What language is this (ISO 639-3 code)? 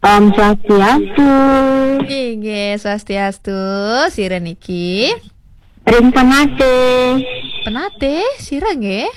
ban